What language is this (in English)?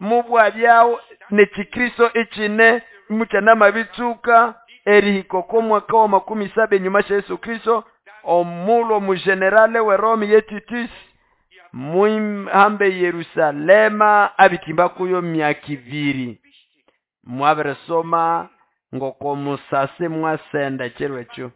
Nande